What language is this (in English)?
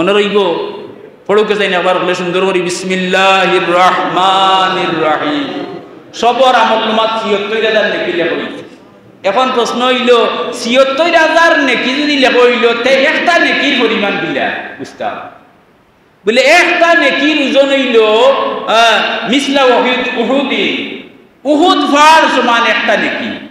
Sylheti